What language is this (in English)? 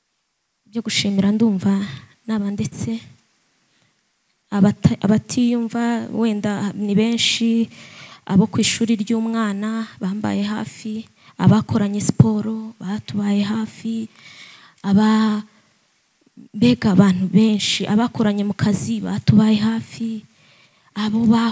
Kinyarwanda